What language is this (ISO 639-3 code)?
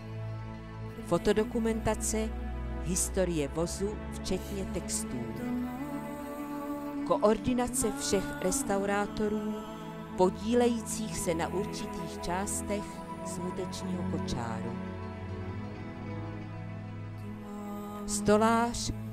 ces